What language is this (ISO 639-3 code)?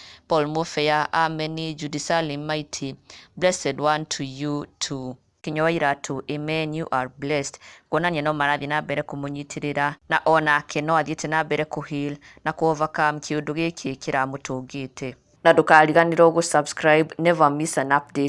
kik